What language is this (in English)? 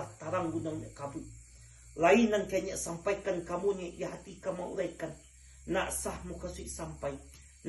Minangkabau